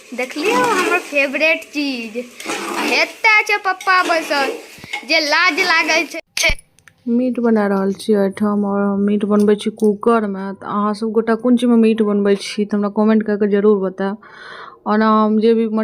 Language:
Maithili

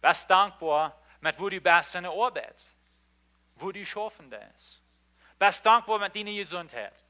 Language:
Plautdietsch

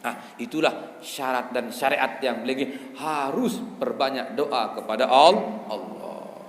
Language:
Sasak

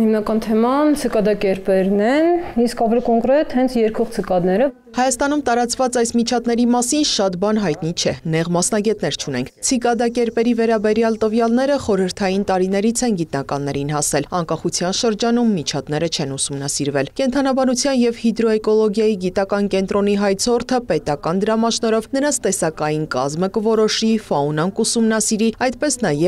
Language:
Armenian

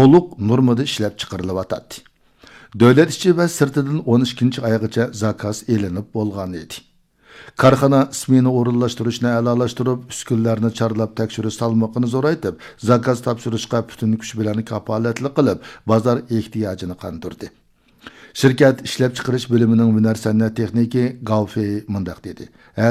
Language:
Uyghur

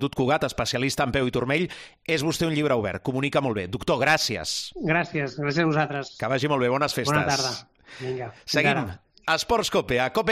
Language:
Catalan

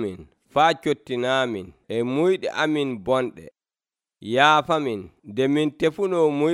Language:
Nigerian Fulfulde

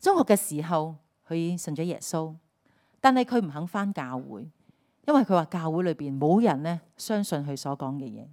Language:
Cantonese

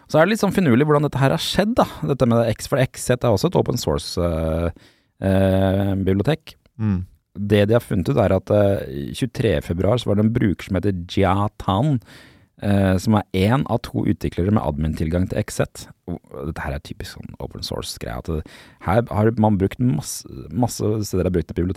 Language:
Norwegian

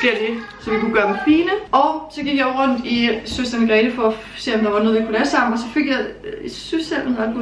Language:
Danish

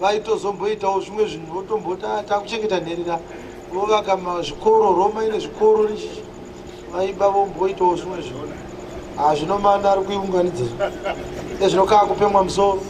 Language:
Shona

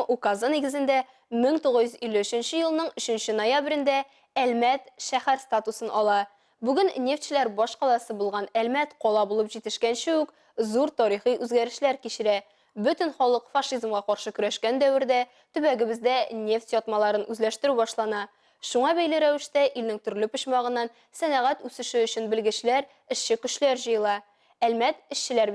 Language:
Tatar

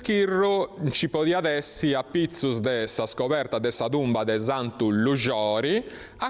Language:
Sardinian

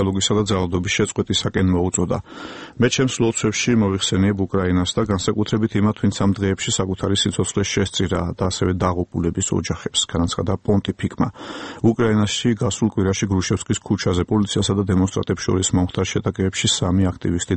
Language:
Georgian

